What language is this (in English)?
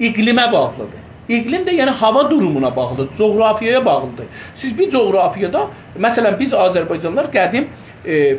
South Azerbaijani